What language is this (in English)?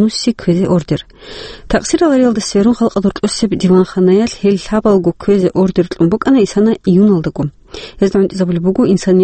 Avaric